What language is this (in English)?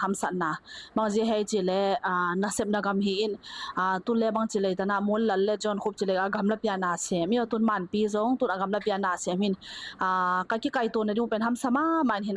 Tedim Chin